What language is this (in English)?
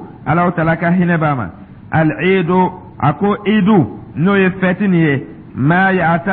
Dyula